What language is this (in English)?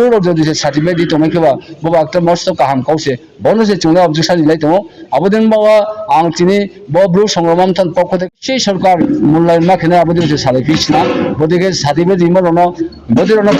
Riang (India)